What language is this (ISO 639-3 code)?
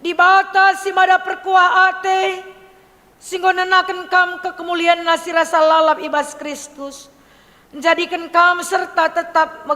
btx